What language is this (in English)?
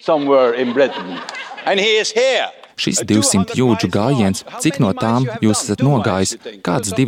Latvian